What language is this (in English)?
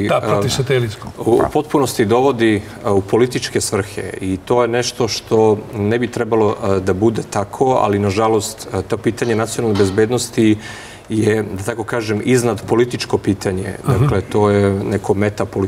Serbian